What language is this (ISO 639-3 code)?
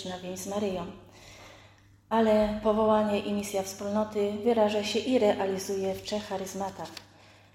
pol